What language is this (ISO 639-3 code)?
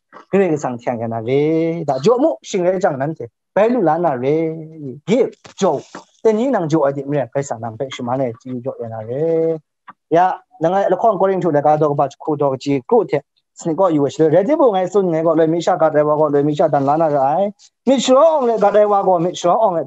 kac